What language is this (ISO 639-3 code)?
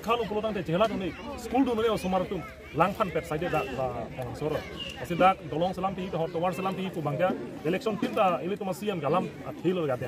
mjw